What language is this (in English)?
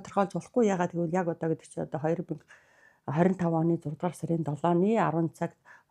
Mongolian